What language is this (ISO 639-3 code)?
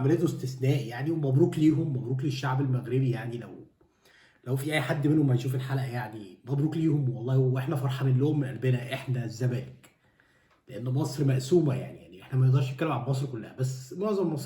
arz